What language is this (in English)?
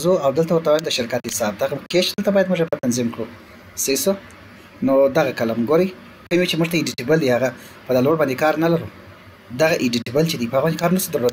Pashto